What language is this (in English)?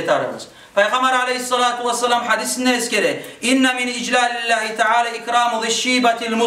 Kumyk